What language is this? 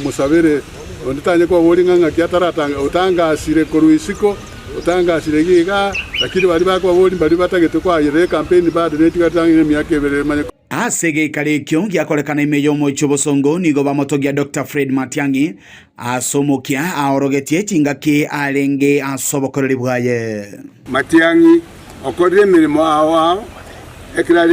Gusii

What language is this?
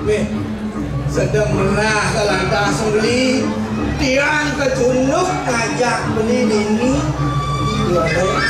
Balinese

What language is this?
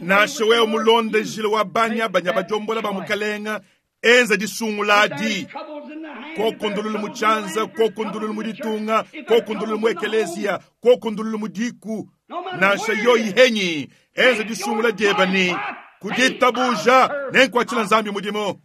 Luba-Lulua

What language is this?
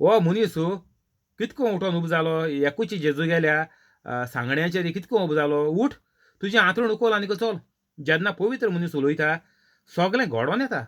Konkani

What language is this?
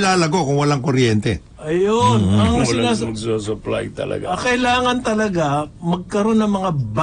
Filipino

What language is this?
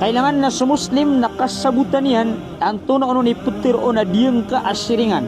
Maranao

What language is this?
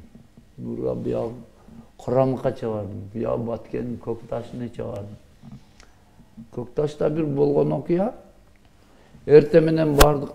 Kyrgyz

